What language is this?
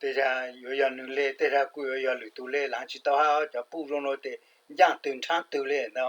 Hmong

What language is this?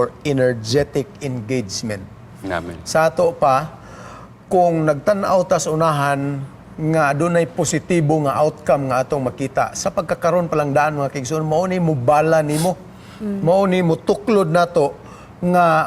Cebuano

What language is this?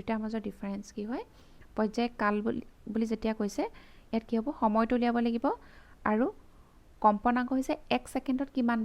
Assamese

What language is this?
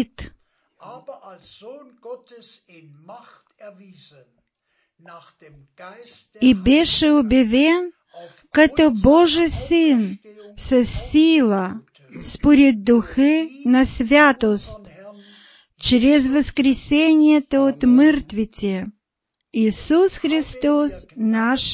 Bulgarian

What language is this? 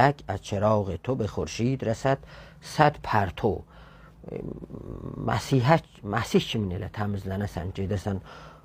South Azerbaijani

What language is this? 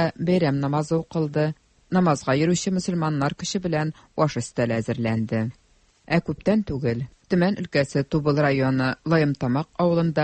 Tatar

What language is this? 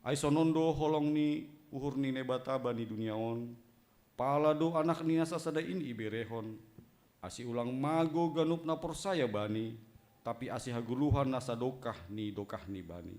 Batak Simalungun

